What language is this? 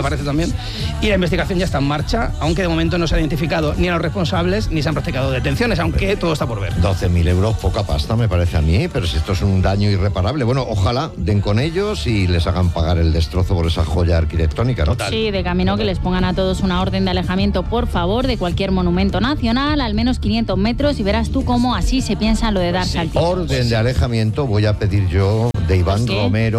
Spanish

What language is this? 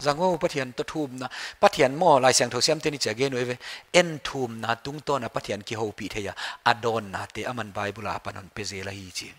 Paite Chin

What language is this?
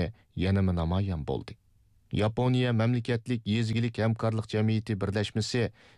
Uyghur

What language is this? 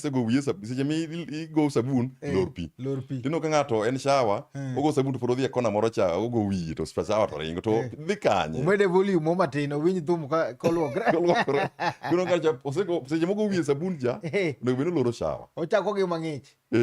Luo (Kenya and Tanzania)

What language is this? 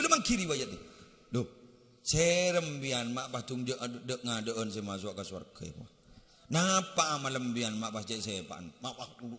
Madurese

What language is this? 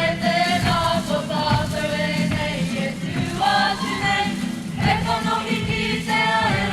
Māori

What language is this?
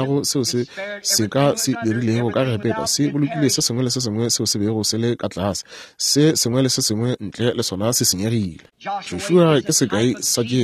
Northern Sotho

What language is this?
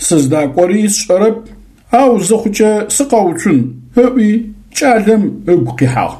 Adyghe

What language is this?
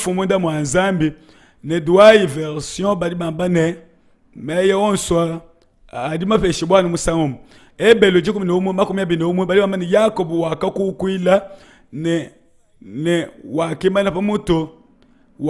Luba-Lulua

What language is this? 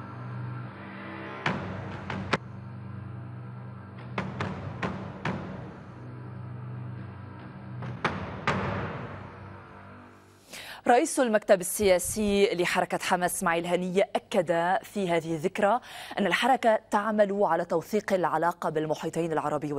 Arabic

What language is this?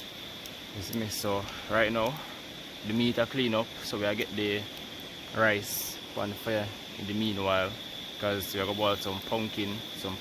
Jamaican Creole English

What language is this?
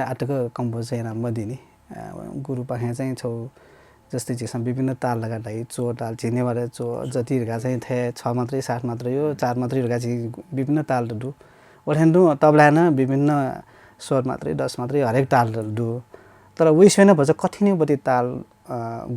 Newari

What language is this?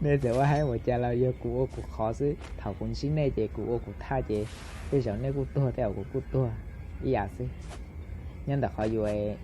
Hmong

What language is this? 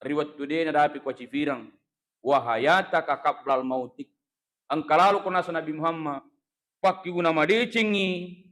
Buginese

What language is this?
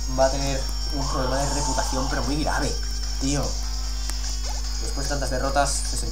Spanish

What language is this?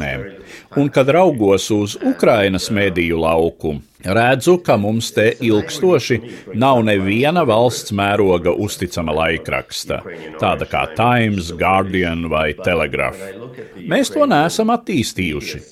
Latvian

